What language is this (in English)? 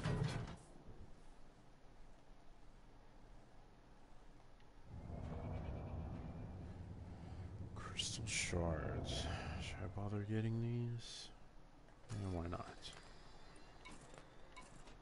English